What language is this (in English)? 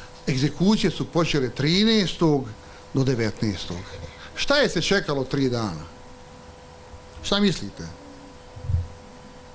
Bosnian